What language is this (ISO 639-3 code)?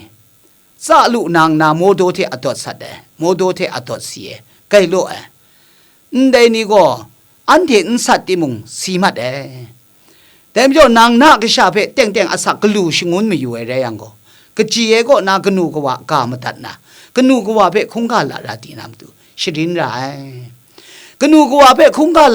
kac